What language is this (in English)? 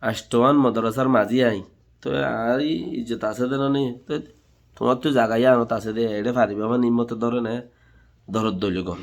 Rohingya